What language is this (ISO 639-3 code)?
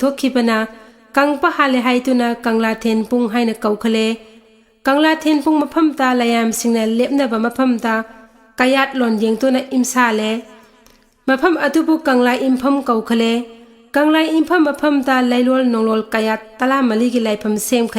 mni